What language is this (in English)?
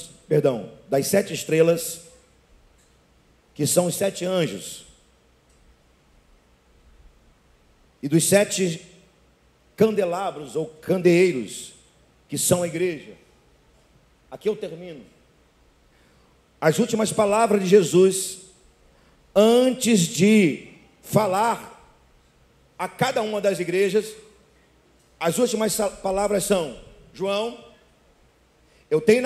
Portuguese